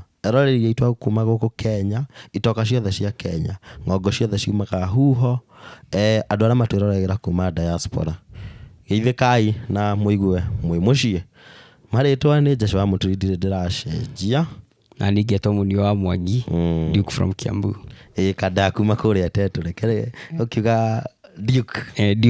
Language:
Kikuyu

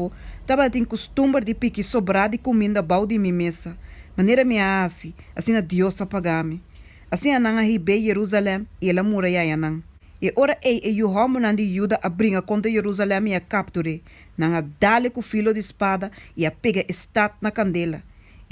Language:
Papiamento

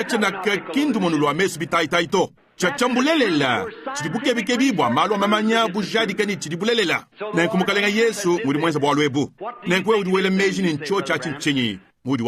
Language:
Luba-Lulua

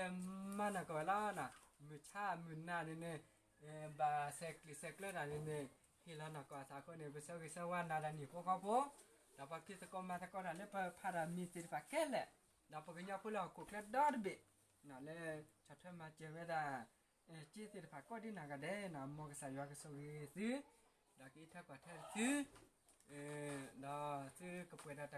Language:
S'gaw Karen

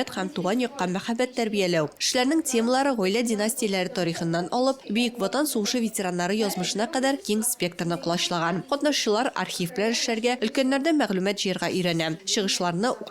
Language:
Tatar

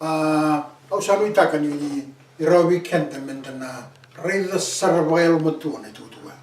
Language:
Fijian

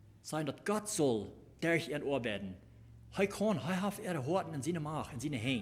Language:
Plautdietsch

